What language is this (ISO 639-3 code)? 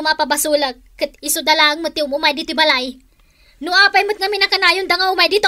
ilo